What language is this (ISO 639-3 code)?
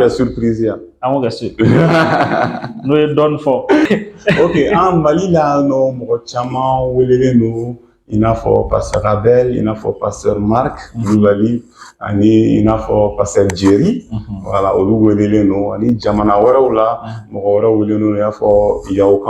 bam